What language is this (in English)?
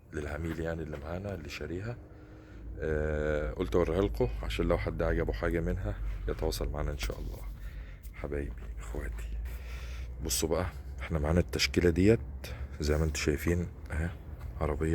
Egyptian Arabic